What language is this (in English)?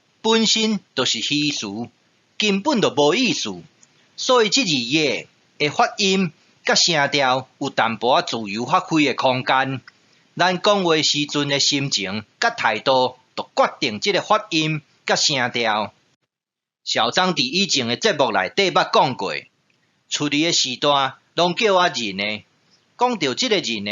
Min Nan Chinese